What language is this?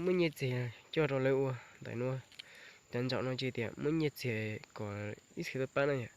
Hmong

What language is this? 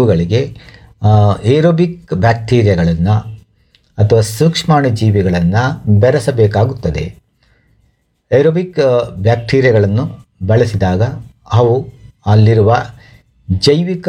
Kannada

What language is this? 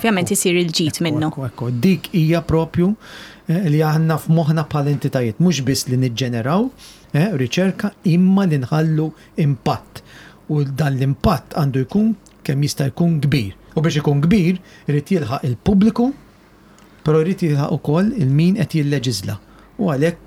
Maltese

